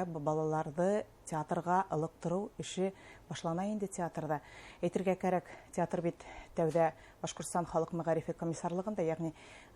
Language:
Bashkir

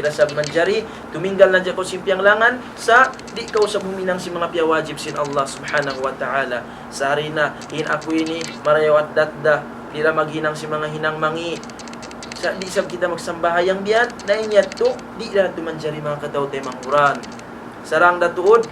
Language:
Tausug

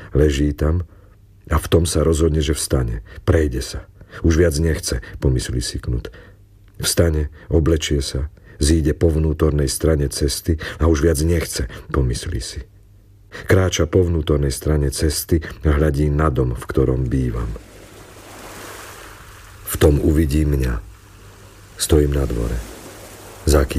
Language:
Slovak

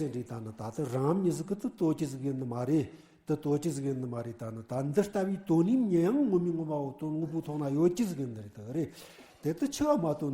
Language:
Tibetan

